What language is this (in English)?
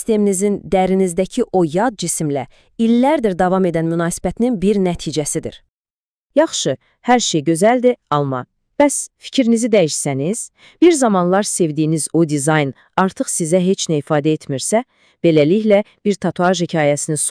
Azerbaijani